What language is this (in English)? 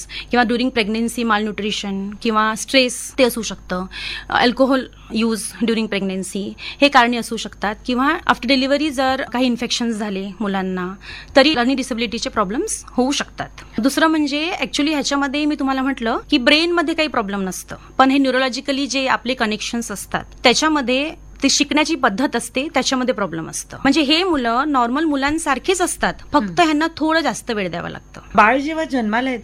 Marathi